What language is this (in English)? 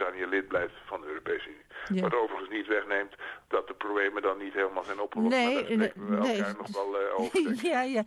Dutch